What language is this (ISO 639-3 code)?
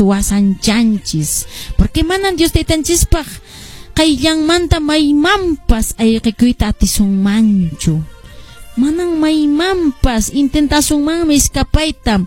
que